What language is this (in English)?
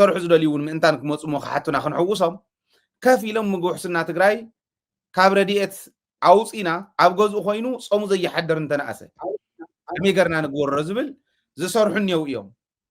Tigrinya